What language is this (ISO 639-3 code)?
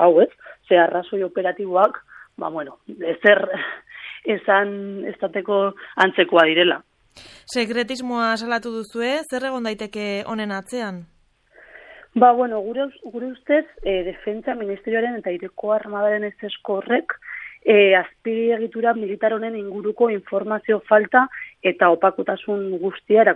eus